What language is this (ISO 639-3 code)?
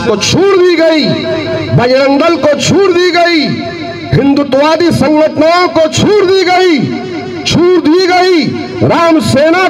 hin